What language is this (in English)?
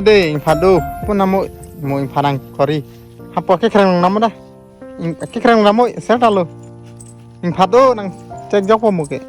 Karbi